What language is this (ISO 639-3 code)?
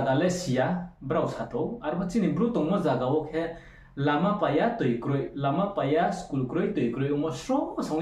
ria